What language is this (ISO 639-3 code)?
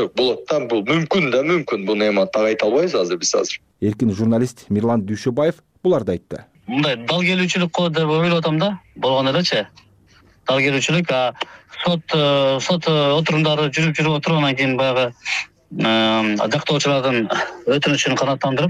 kir